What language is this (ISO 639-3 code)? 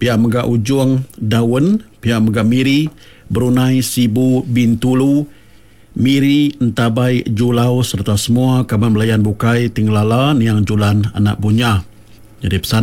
iba